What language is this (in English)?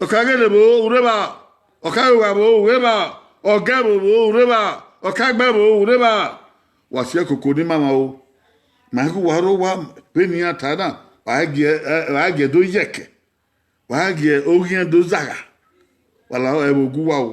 Bini